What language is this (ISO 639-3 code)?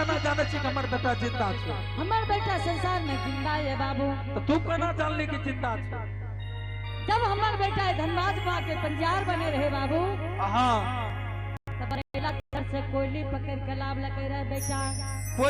anp